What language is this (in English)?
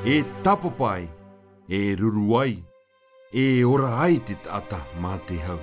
Tahitian